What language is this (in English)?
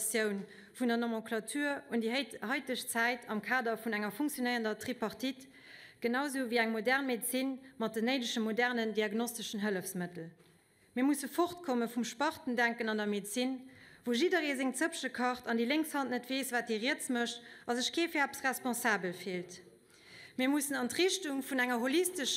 Luxembourgish